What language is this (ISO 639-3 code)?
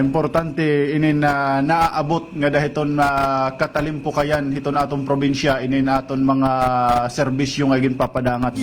war